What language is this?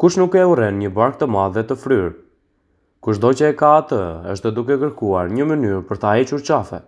Albanian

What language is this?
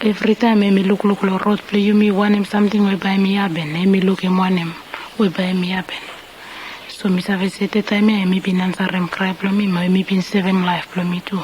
Bislama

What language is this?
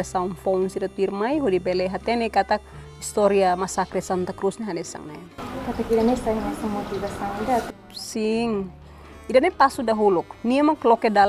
Tetum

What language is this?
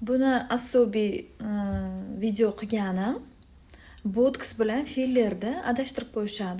Uzbek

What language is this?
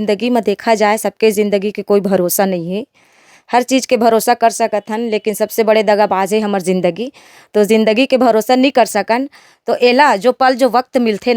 Chhattisgarhi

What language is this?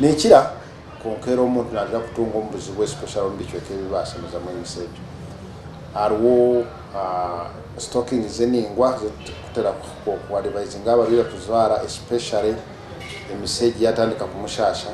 Nyankole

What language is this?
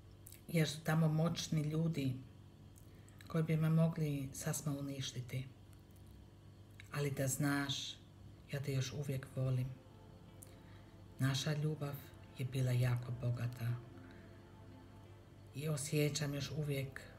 Croatian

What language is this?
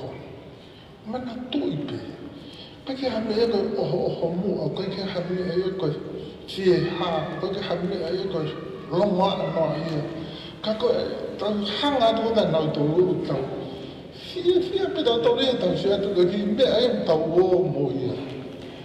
Tongan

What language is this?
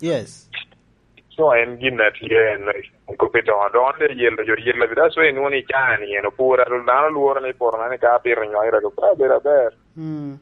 Lango (Uganda)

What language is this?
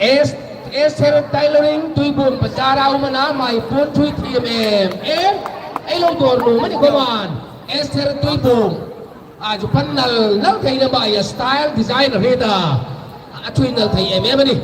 Hmar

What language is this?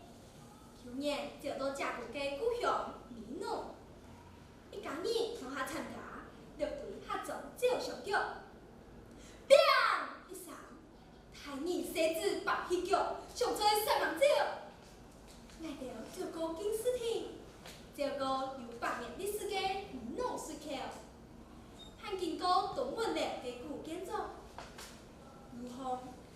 Hakka Chinese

